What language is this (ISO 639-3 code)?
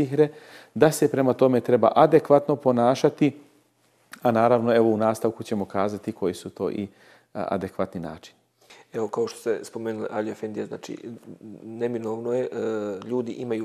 bos